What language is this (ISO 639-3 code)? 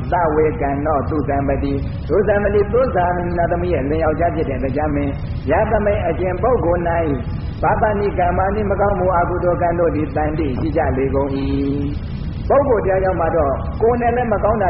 mya